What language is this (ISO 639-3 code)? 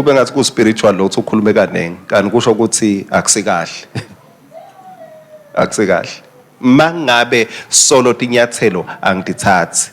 ssw